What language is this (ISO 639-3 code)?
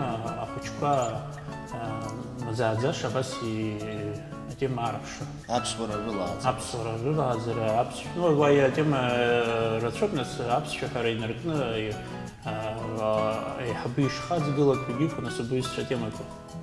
abk